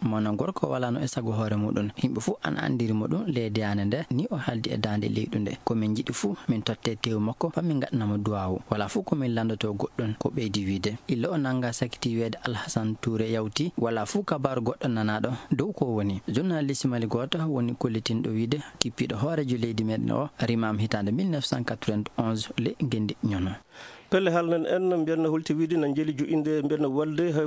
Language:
Fula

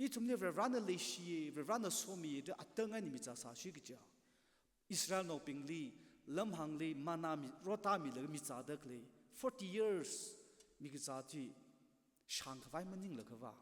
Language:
Tangkhul Naga (India)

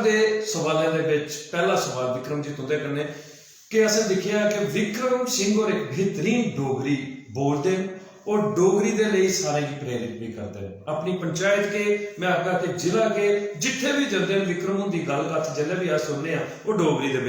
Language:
Dogri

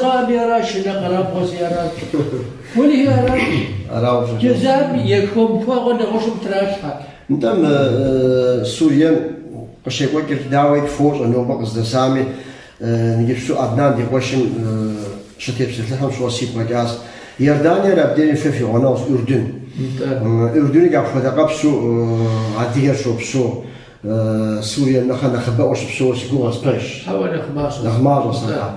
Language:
Kabardian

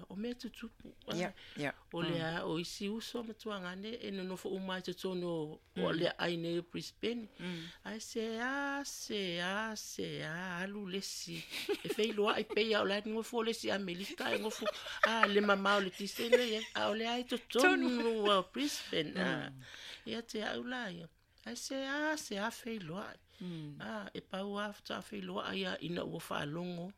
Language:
Samoan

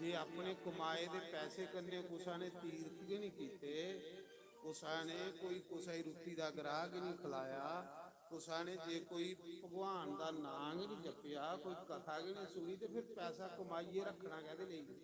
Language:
Dogri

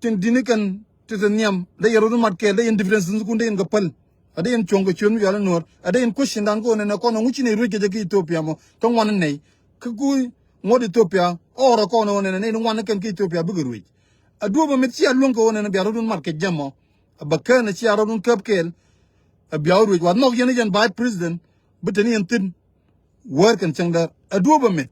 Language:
Nuer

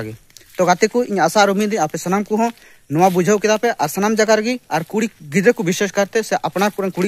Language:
Santali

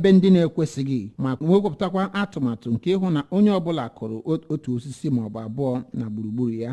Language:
Igbo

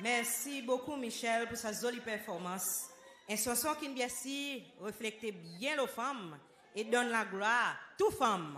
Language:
Seselwa Creole French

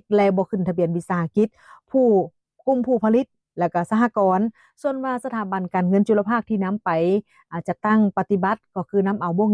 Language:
Lao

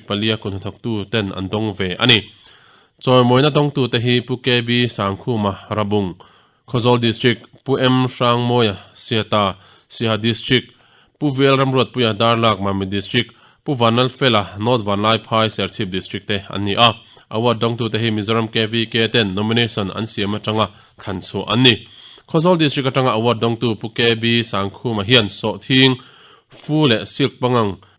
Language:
Mizo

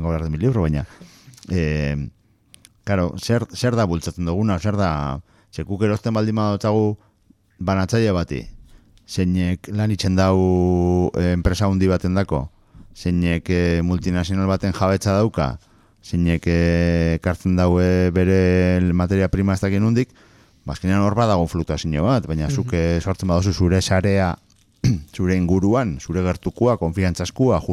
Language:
Basque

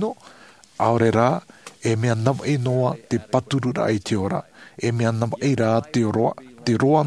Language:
Tahitian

